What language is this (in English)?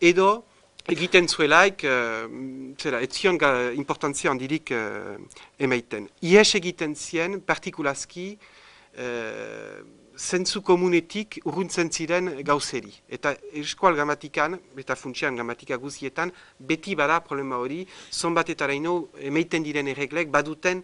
Basque